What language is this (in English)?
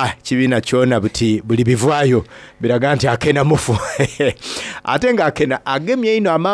Soga